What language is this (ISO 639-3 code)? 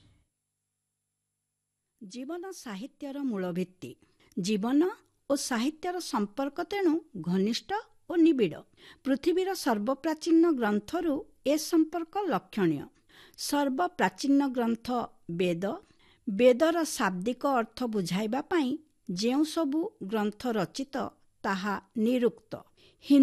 ori